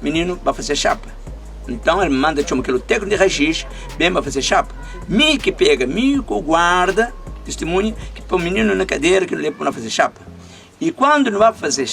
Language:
Kabuverdianu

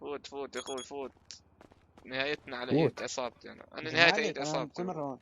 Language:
North Levantine Arabic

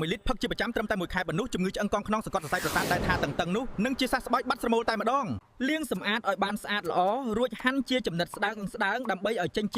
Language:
Khmer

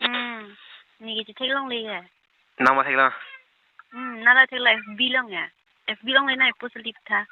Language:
Karbi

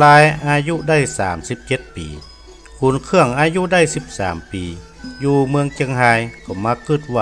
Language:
Northern Thai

